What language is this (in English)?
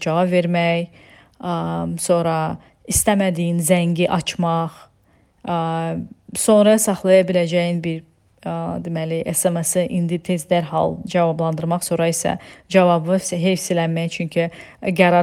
Azerbaijani